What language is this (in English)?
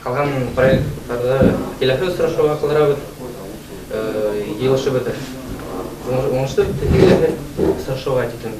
Bashkir